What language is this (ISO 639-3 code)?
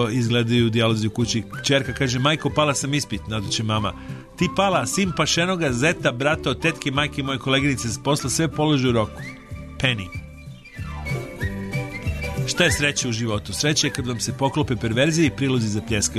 srp